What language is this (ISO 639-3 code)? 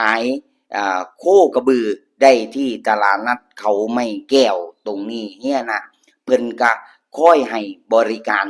tts